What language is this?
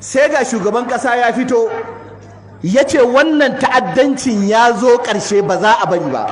Hausa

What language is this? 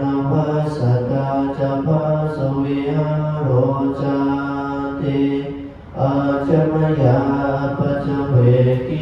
Pali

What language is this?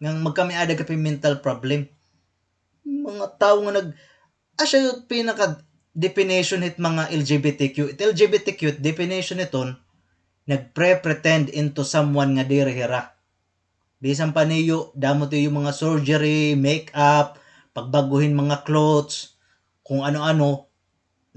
Waray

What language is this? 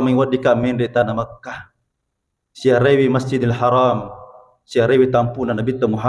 Buginese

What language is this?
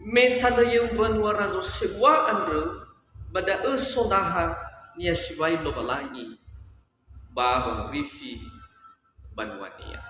Nias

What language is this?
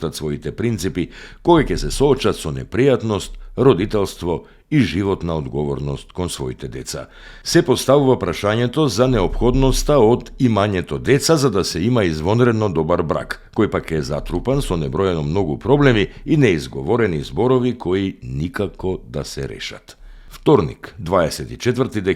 Macedonian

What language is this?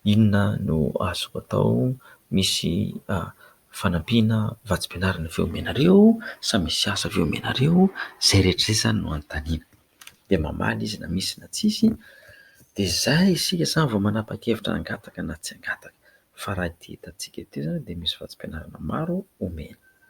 Malagasy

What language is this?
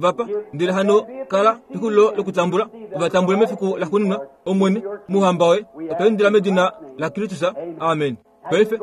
Kuanyama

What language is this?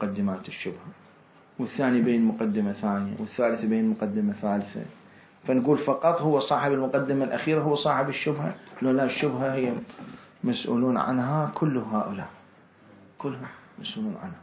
Mesopotamian Arabic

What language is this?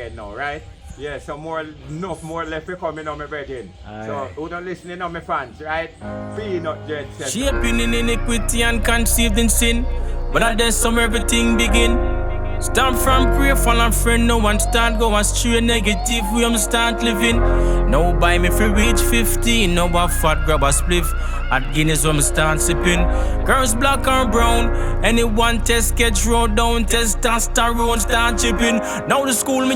Jamaican Creole English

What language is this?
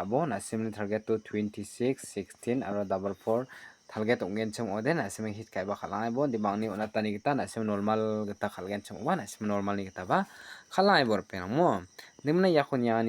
Garo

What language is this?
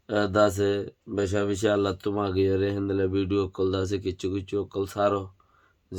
Rohingya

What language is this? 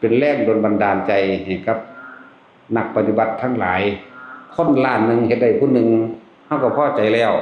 Northeastern Thai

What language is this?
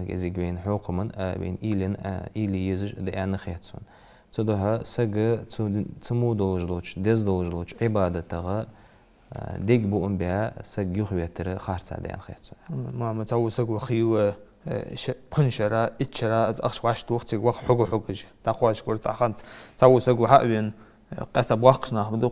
Ingush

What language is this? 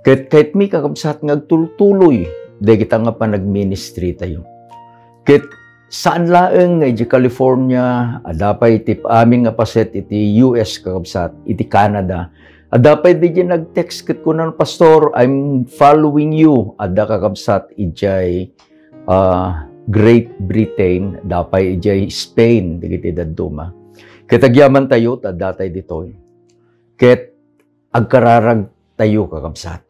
Iloko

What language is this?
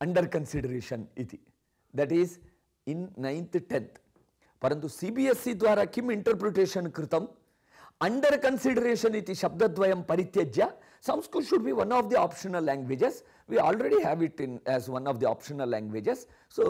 Sanskrit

